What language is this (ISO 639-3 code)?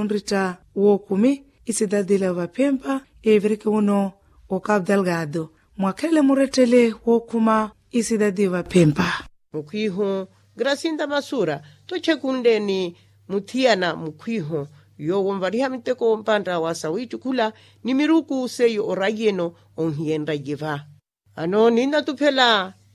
vmw